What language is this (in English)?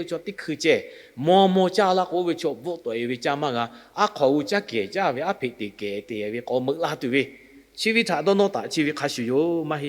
Lahu